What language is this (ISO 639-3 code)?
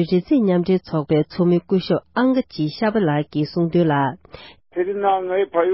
bod